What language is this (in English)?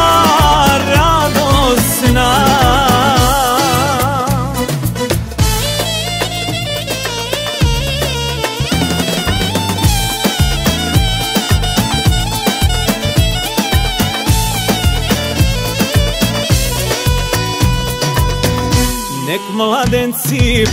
Croatian